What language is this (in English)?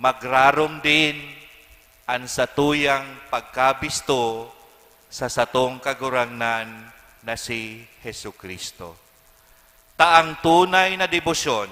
Bikol